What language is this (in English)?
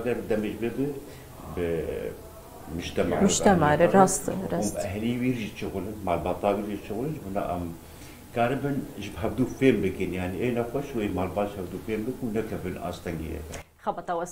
Kurdish